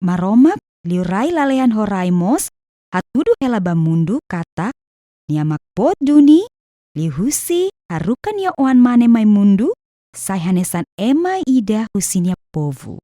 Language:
Tetum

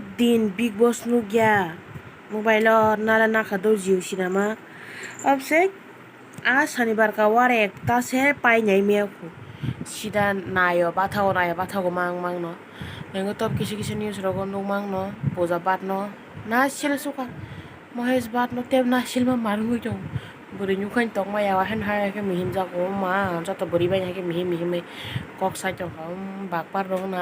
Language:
Kok Borok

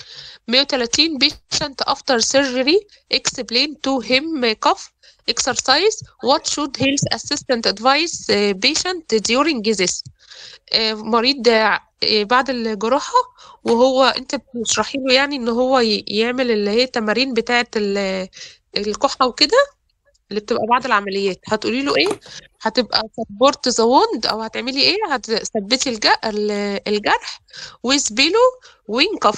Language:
Egyptian Arabic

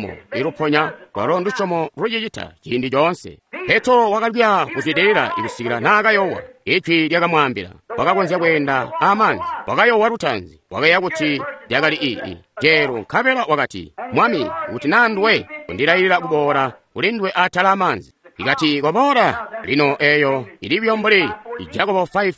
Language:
Tonga (Zambia)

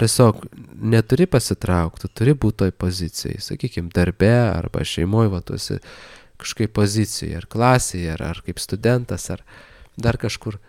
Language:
Lithuanian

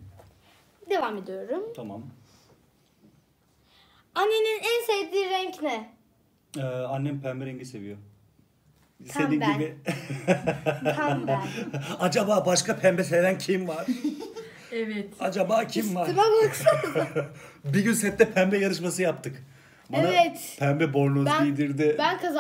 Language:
Turkish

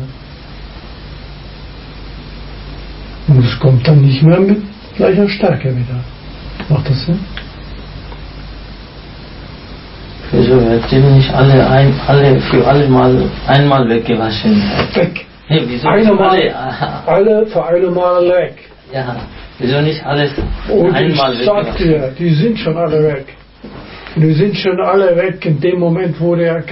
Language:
German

